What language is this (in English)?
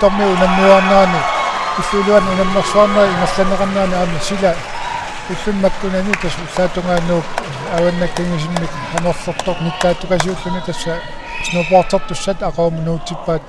Kalaallisut